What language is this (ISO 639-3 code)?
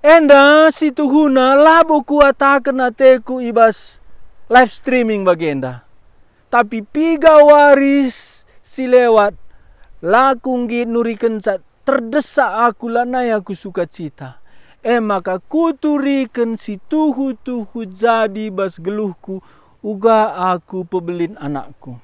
btx